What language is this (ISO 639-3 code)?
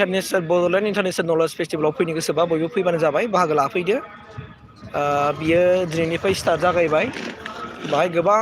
brx